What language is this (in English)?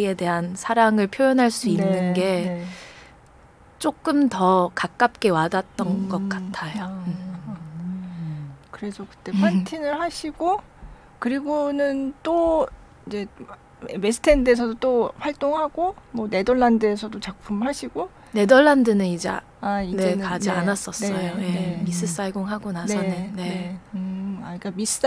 Korean